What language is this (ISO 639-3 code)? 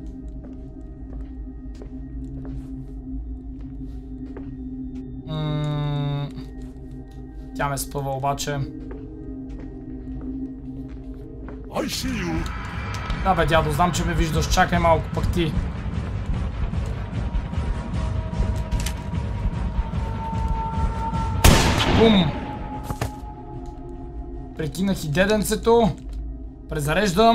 bul